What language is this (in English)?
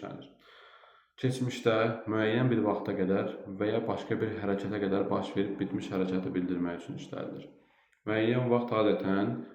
Azerbaijani